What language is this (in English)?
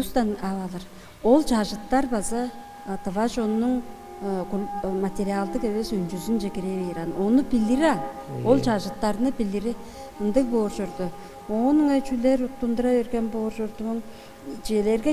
Tuvinian